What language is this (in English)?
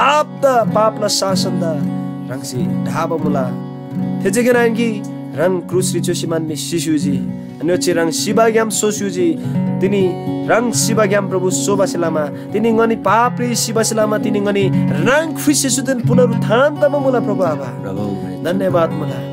Eastern Tamang